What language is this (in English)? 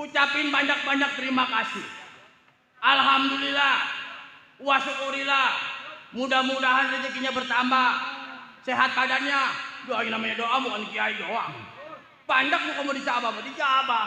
Betawi